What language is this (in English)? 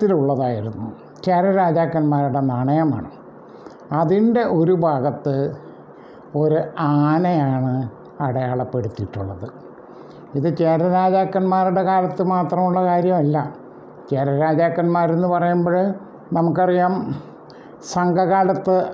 Malayalam